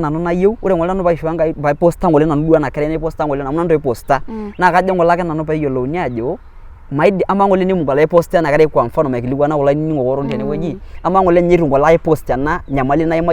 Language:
Masai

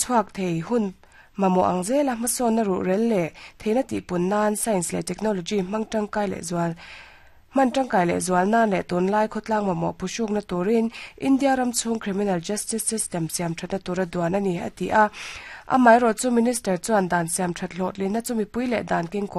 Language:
Mizo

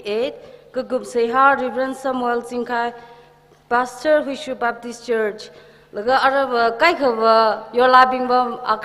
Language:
Tangkhul Naga (India)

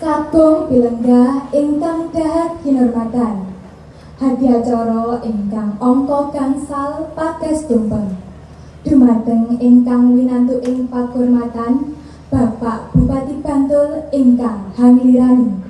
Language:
Javanese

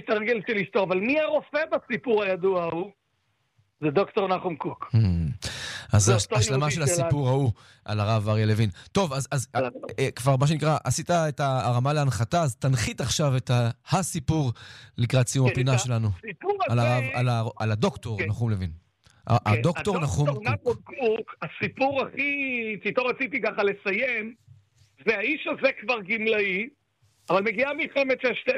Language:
Hebrew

